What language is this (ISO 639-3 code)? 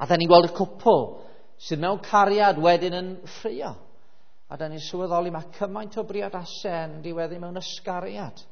cym